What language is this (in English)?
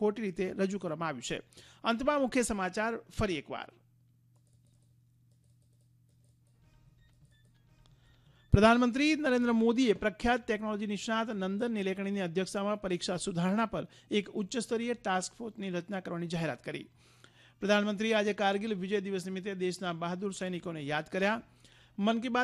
Gujarati